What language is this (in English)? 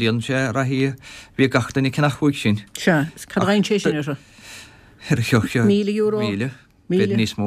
Irish